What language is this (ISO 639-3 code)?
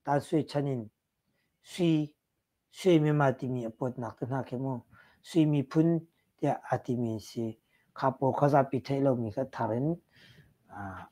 cnh